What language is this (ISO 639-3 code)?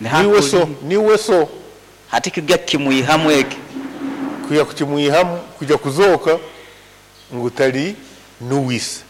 nyn